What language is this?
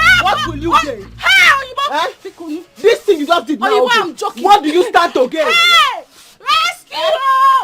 Nigerian Pidgin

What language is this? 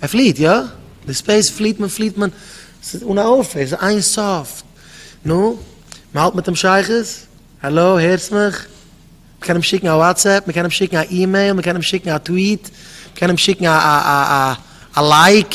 Yiddish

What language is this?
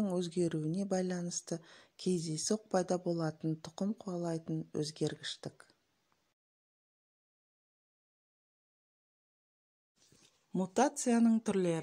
Kazakh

